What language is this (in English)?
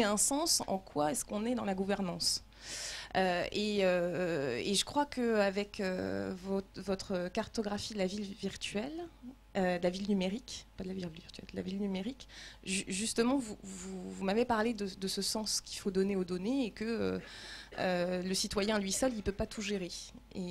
French